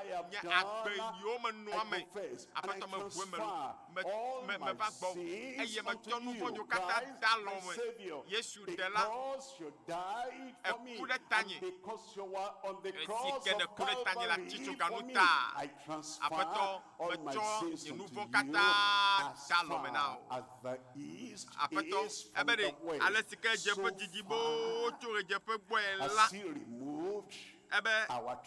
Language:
Ewe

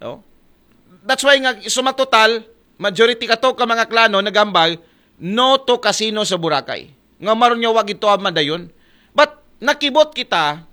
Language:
Aklanon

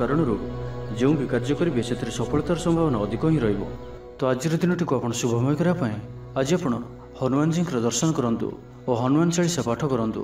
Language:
Odia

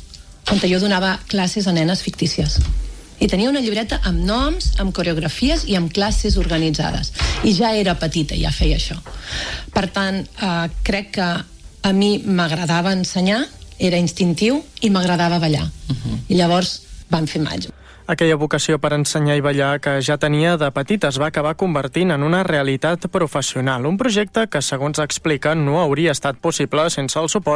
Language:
Catalan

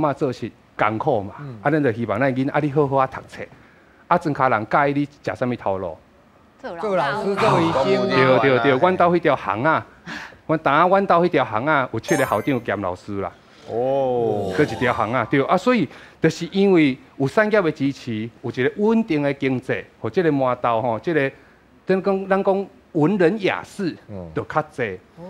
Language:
Min Nan Chinese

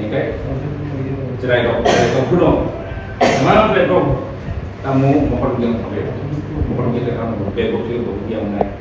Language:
Kok Borok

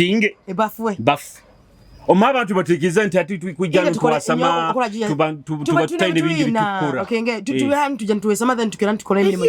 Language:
Nyoro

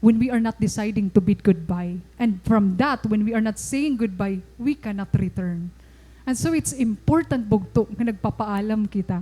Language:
Waray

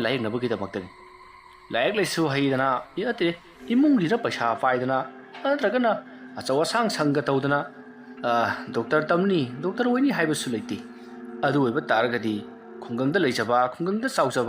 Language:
Manipuri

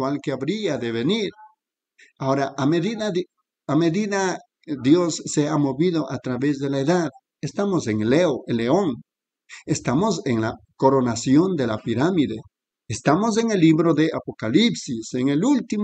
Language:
Spanish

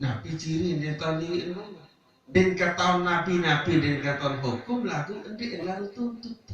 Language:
Sasak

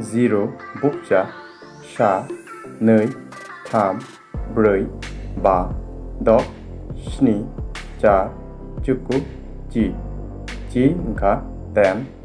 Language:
Kok Borok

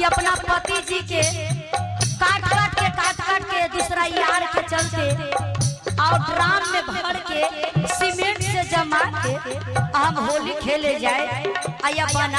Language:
Magahi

